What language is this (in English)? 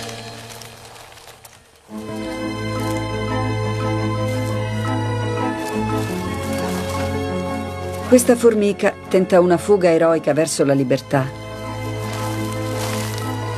Italian